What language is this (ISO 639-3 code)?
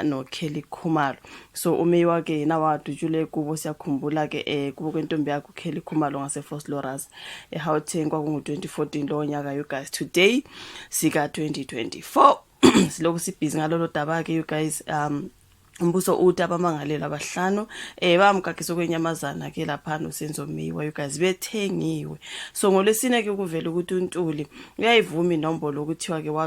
zul